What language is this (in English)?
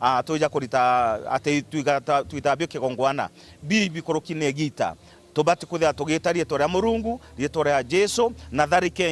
Meru